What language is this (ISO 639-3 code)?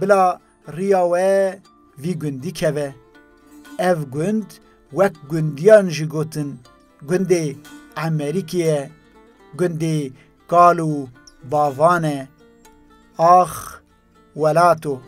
kur